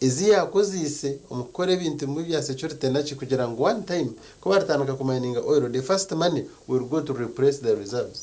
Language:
Nyankole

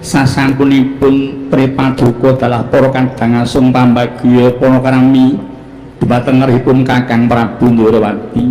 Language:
Javanese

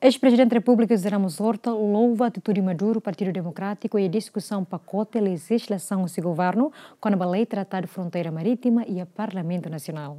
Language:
Tetum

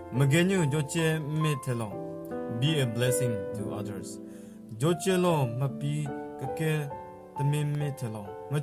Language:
Southern Rengma Naga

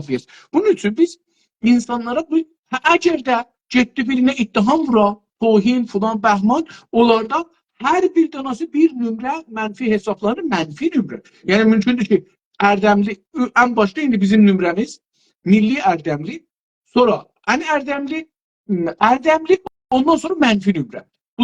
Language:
South Azerbaijani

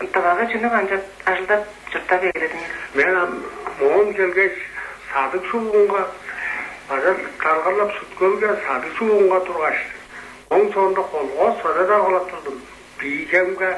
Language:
Tuvinian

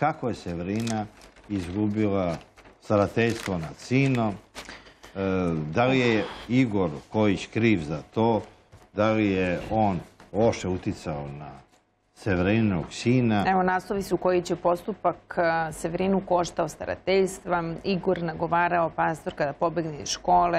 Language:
Serbian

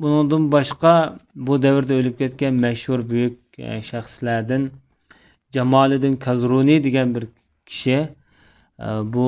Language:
Uyghur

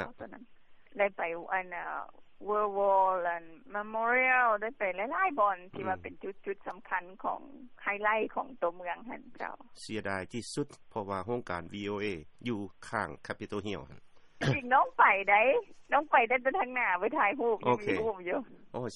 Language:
Lao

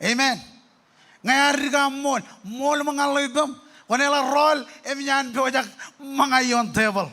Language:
Marshallese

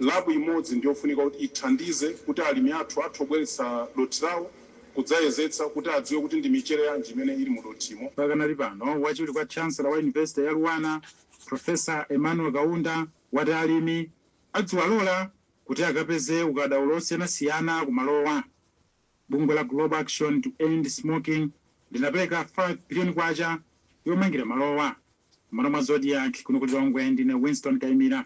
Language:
Nyanja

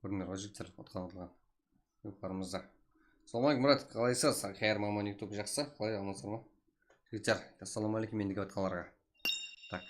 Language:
Kara-Kalpak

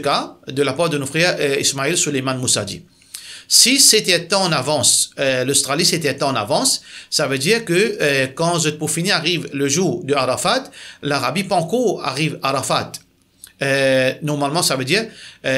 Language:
Morisyen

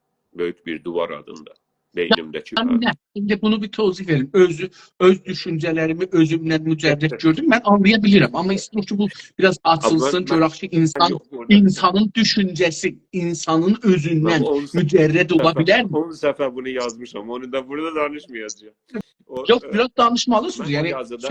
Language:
South Azerbaijani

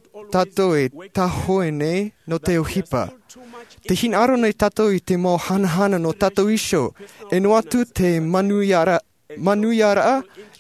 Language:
Tahitian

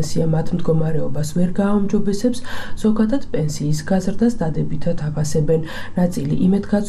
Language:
Georgian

